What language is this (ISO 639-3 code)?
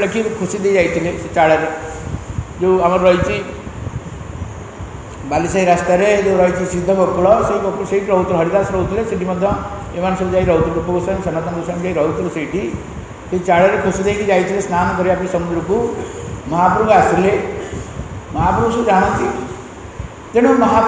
ori